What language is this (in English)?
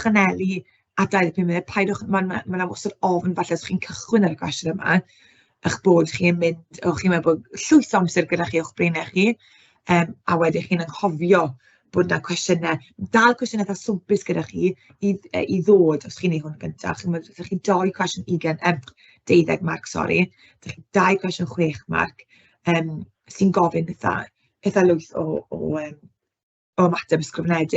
Welsh